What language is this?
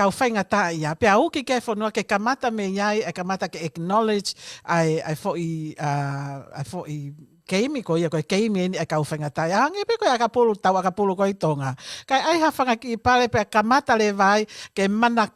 Tongan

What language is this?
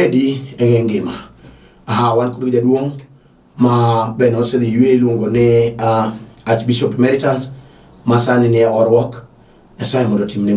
Luo (Kenya and Tanzania)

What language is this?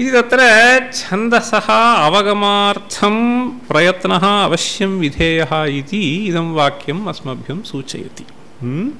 Sanskrit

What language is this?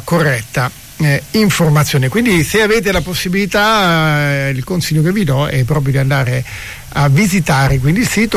Italian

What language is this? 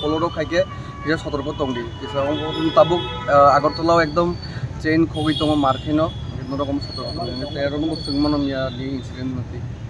Kok Borok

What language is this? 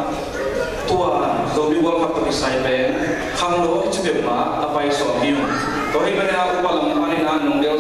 Tedim Chin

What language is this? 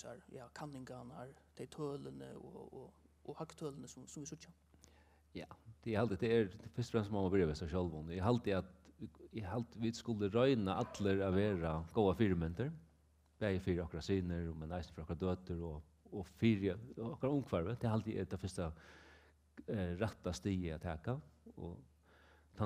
Faroese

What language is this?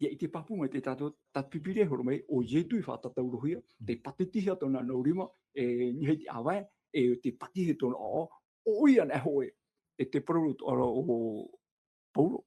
Tahitian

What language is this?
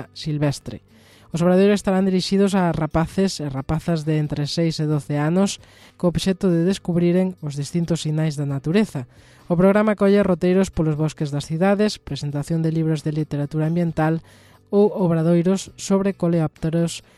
Galician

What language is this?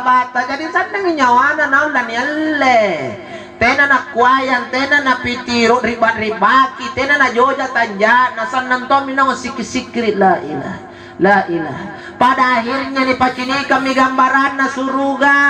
Makasar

